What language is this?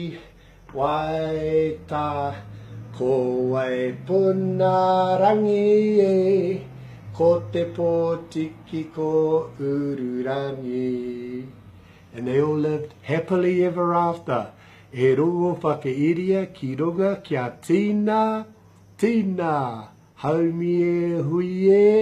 Māori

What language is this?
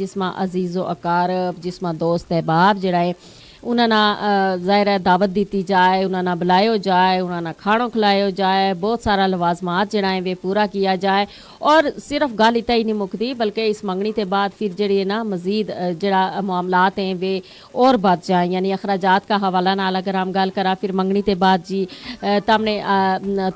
Gujari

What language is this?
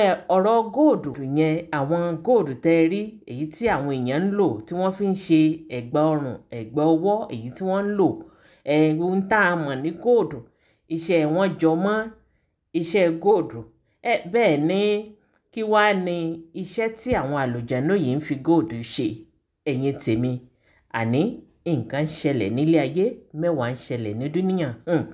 Yoruba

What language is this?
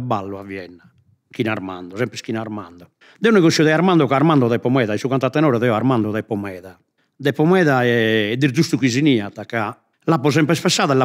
Sardinian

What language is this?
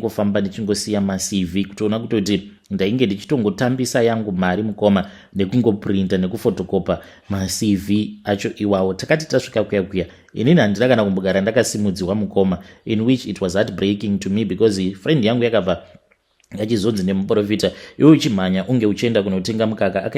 Shona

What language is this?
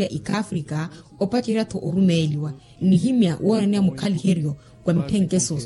Makhuwa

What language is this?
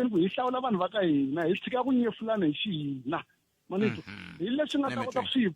Tsonga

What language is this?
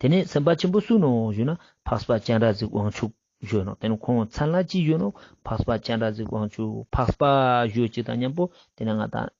Ladakhi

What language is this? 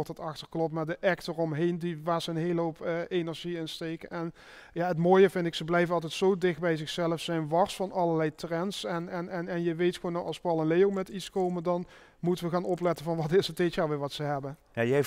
Limburgish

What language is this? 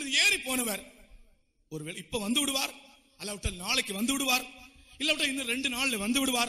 Tamil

